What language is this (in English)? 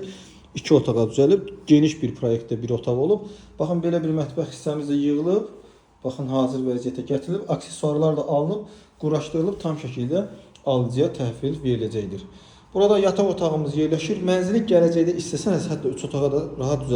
Azerbaijani